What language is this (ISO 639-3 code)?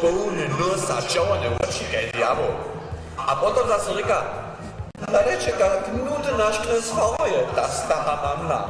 hsb